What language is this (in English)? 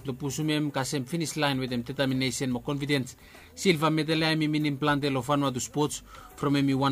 Bislama